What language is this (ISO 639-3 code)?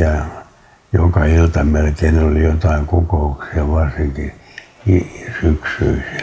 fin